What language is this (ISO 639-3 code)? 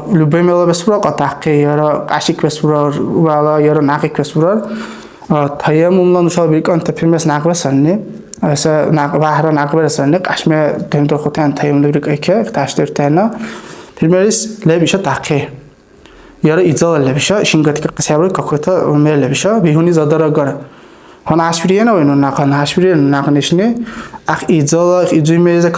dar